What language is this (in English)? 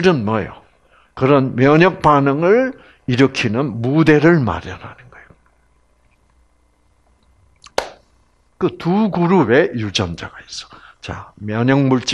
Korean